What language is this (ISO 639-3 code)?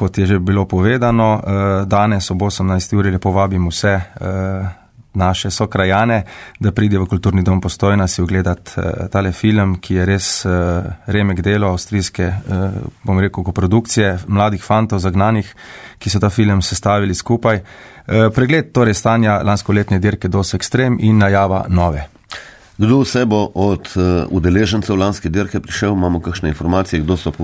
slv